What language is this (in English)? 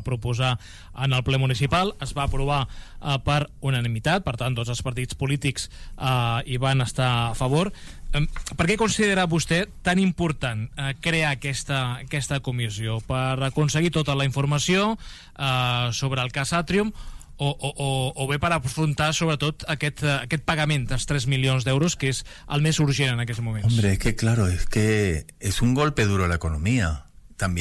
Catalan